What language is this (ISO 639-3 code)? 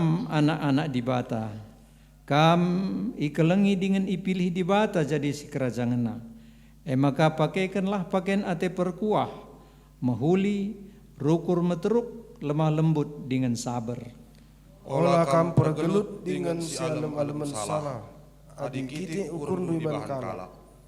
btx